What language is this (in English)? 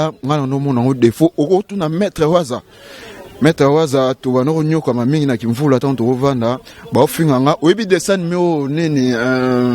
Lingala